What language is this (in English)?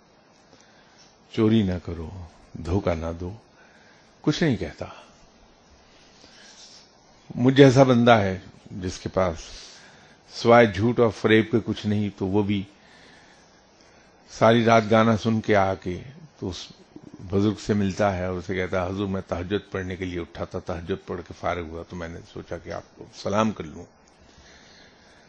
Urdu